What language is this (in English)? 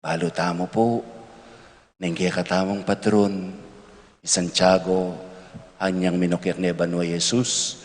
Pampanga